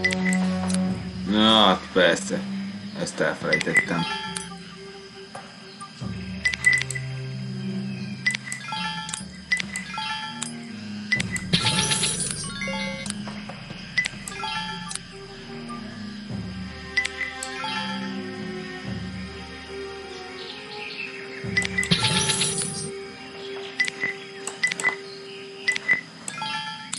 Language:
Hungarian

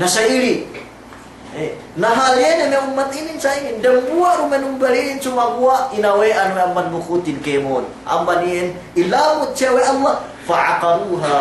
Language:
Yakan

